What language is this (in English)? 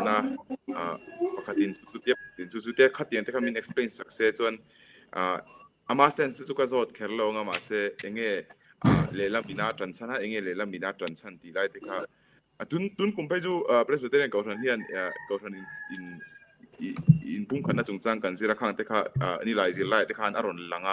Mizo